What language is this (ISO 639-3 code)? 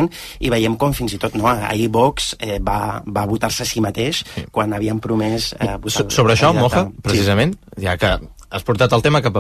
cat